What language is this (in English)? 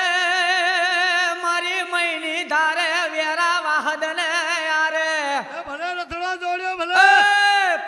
Gujarati